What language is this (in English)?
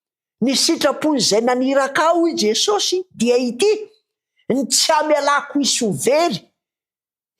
Malagasy